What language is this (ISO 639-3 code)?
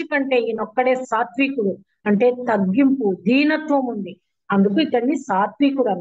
tel